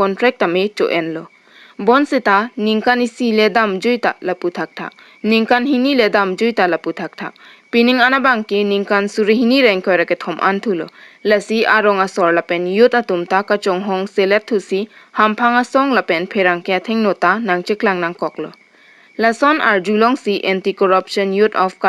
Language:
Karbi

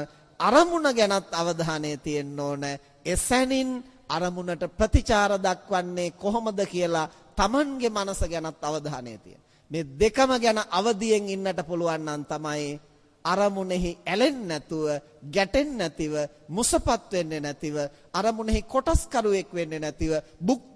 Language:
Sinhala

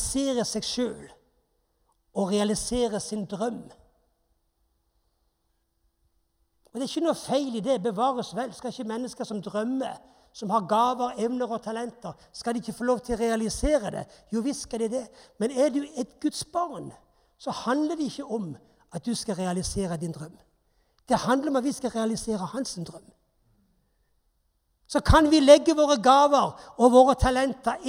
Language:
Norwegian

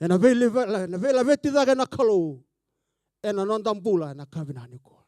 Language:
Fijian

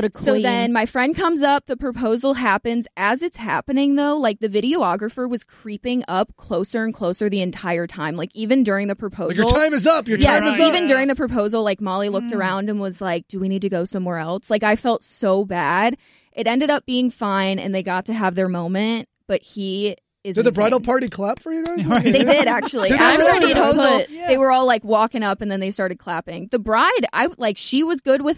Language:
English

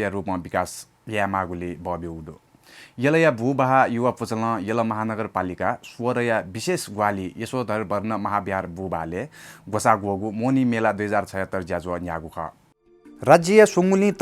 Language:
Newari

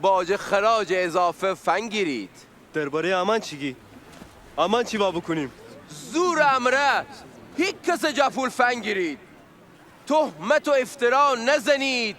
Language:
Gilaki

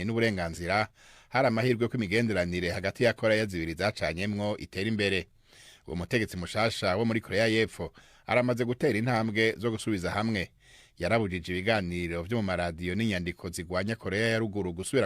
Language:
Rundi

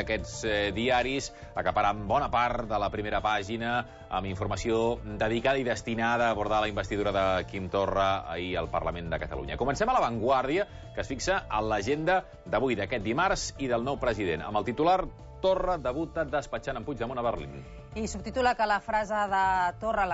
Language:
Catalan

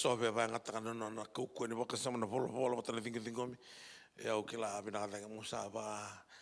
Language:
Fijian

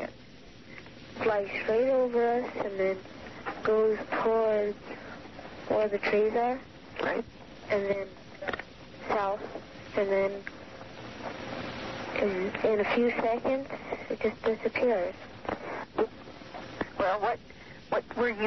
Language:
English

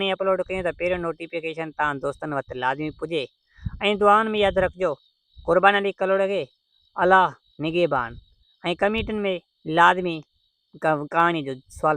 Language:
Sindhi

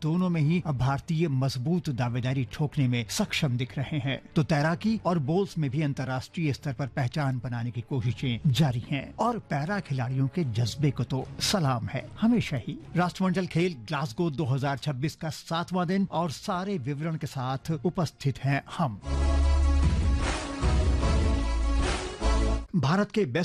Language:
Hindi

